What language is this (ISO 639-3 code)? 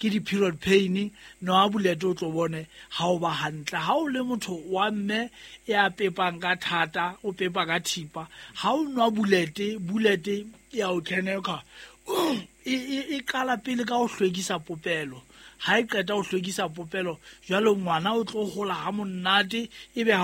sot